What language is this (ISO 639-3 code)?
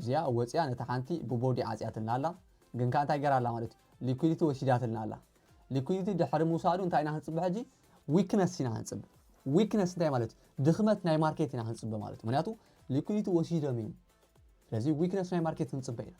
tir